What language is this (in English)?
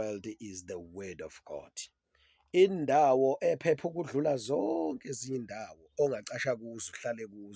Zulu